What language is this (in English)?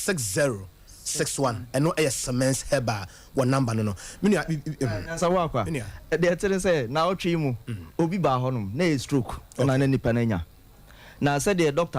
Akan